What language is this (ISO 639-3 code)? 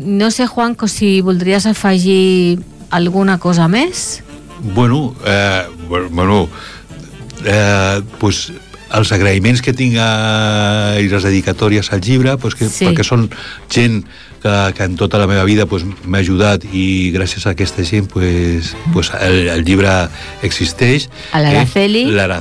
cat